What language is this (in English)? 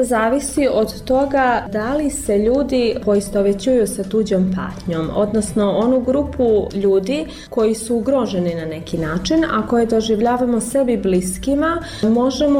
Bosnian